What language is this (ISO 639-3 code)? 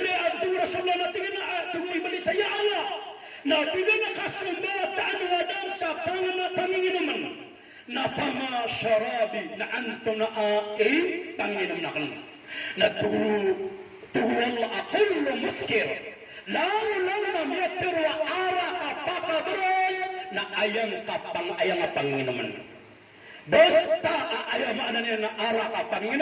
mrw